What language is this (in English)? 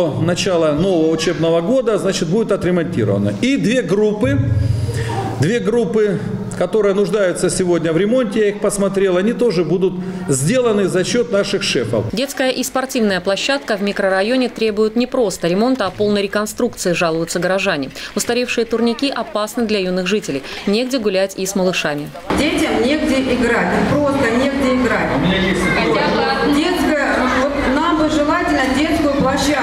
Russian